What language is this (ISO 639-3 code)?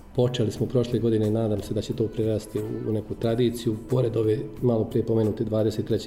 bos